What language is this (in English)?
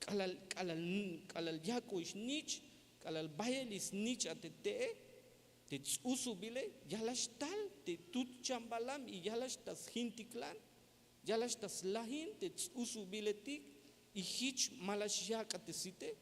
Tzeltal